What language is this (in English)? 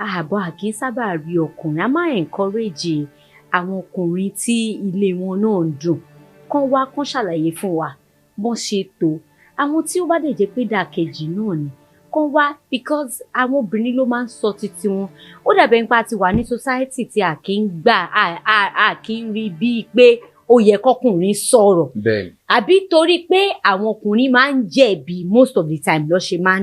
Yoruba